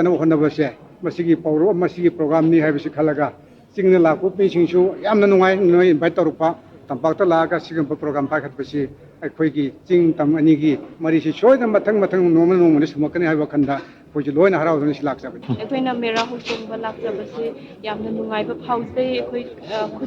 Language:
Manipuri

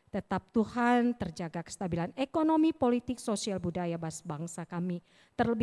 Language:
Batak Karo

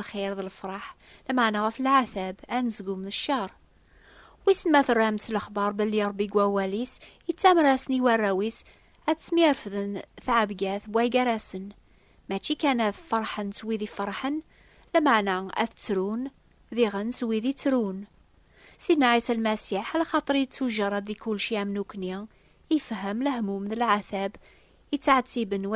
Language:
Kabyle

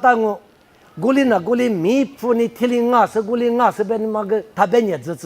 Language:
Lisu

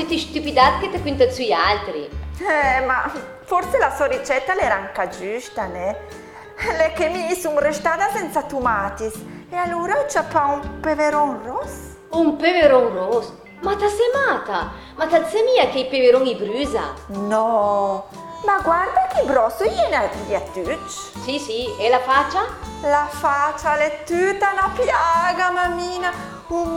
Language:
Lombard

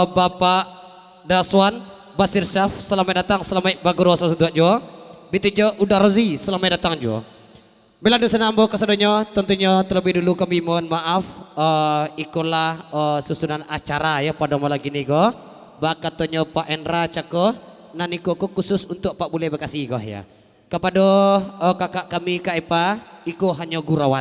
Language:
Minangkabau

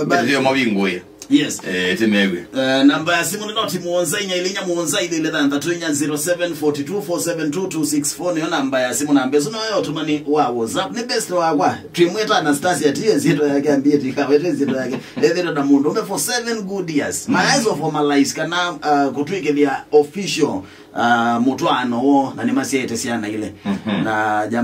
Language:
Kamba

